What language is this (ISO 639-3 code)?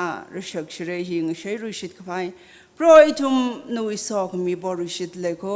nmf